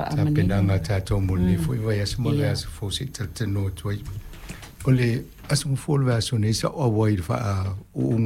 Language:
Samoan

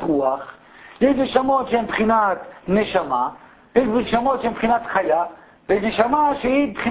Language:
Hebrew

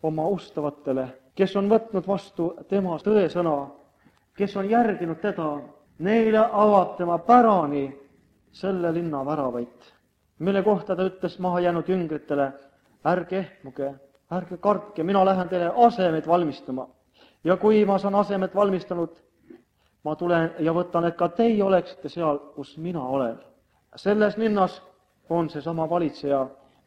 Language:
Estonian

